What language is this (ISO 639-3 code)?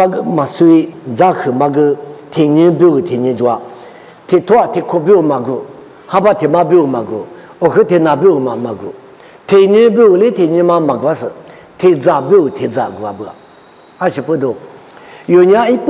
lis